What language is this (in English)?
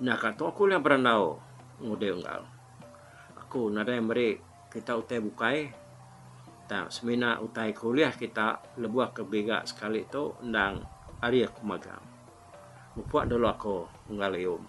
Iban